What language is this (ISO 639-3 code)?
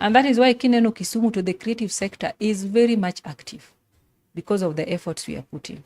luo